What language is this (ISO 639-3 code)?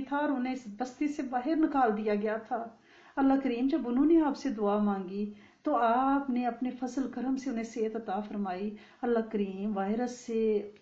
urd